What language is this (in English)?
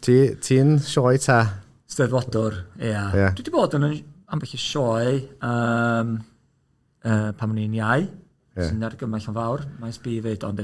Welsh